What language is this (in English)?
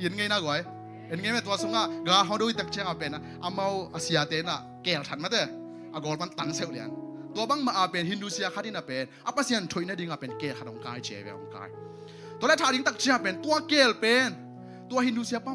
Tedim Chin